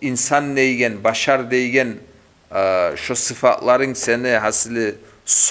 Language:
Kumyk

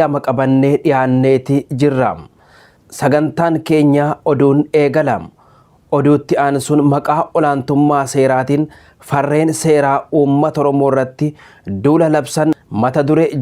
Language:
Oromo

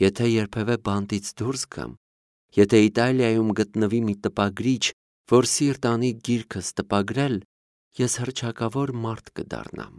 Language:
Armenian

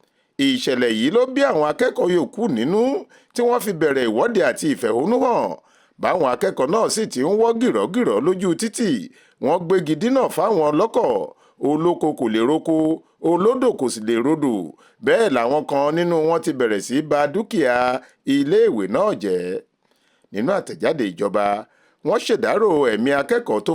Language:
Yoruba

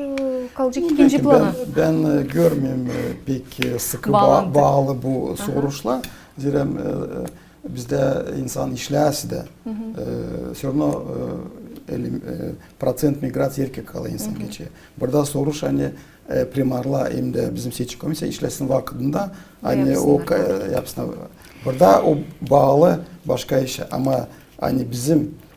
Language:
Gagauz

